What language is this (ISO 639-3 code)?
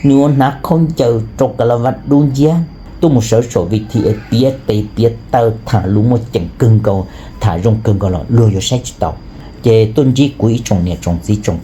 hmn